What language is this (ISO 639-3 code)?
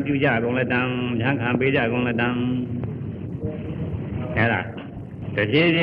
mya